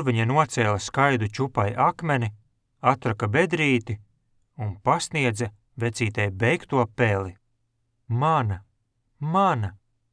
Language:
Latvian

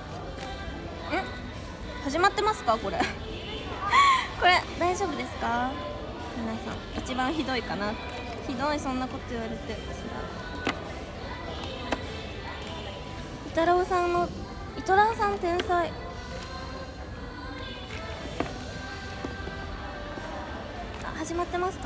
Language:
Japanese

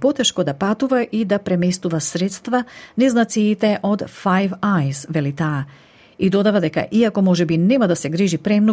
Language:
Macedonian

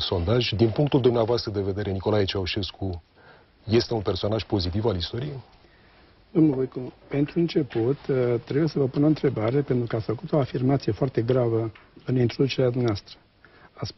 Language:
Romanian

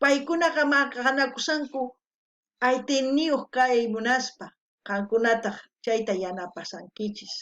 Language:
South Bolivian Quechua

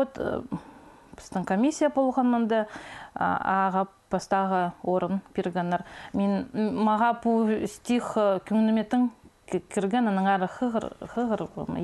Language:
Khakas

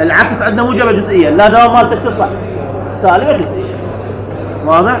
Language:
Mesopotamian Arabic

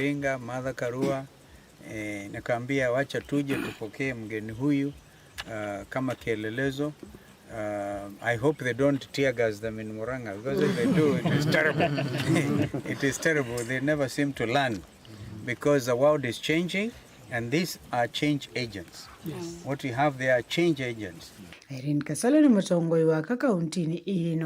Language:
Kamba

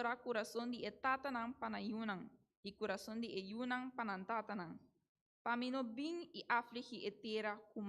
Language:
Papiamento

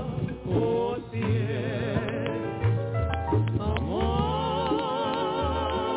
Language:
Spanish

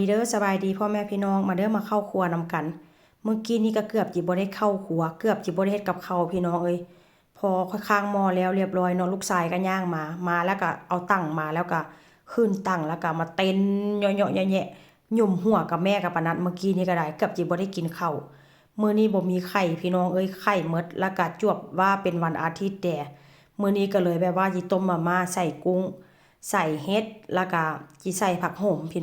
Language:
Northeastern Thai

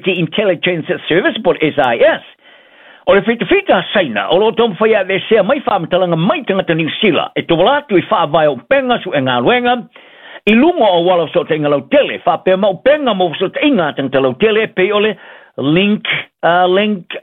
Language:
Samoan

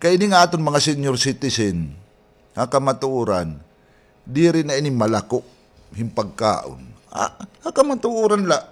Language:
Waray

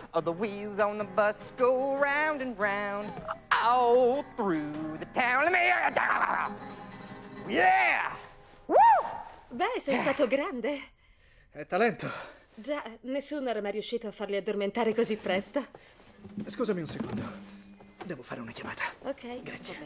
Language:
Italian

